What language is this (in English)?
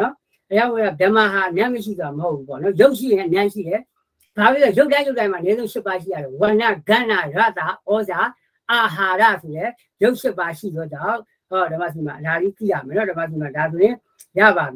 Burmese